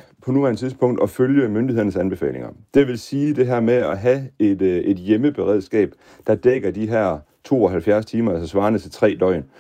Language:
Danish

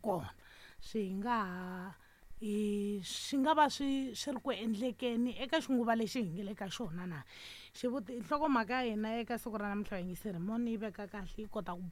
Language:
Tsonga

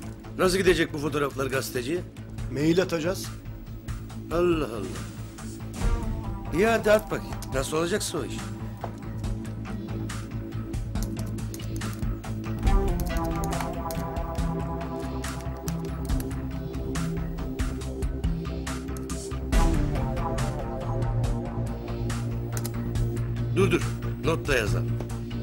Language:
Turkish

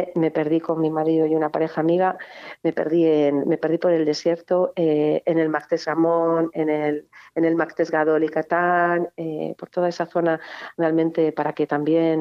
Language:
Spanish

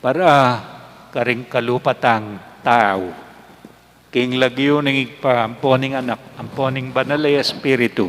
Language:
Pampanga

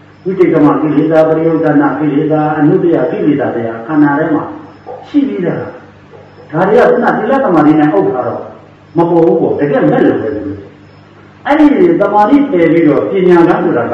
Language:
Burmese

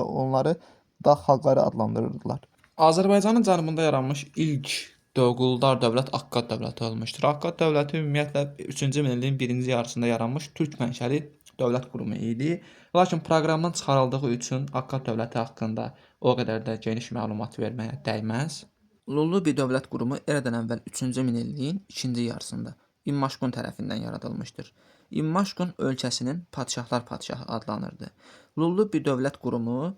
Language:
Azerbaijani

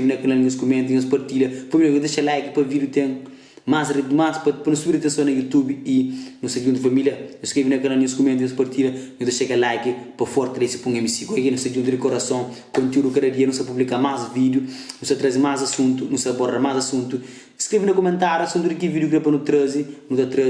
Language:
Kabuverdianu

